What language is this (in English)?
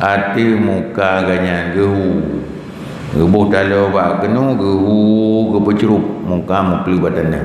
Achinese